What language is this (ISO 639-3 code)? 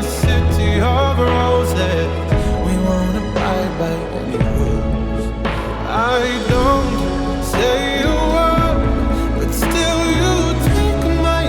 kaa